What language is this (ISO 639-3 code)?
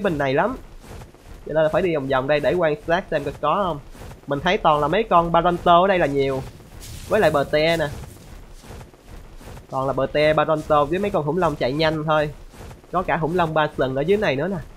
vie